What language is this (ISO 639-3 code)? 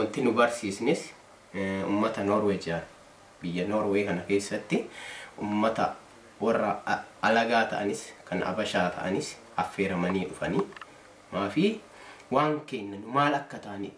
orm